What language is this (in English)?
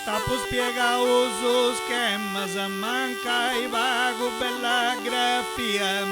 Sardinian